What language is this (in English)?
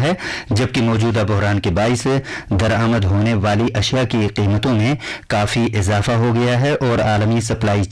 Urdu